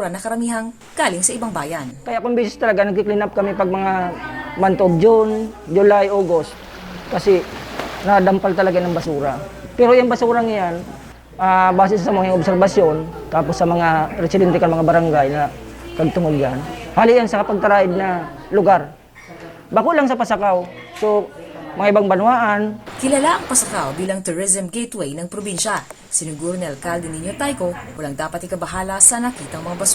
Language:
Bikol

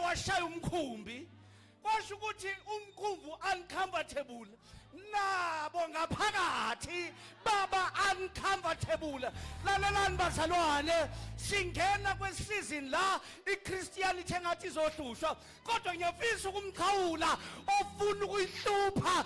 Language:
Zulu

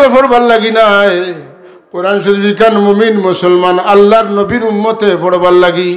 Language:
Sylheti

